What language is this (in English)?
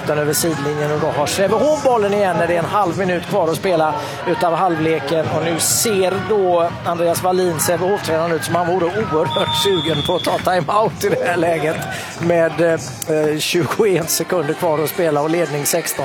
Swedish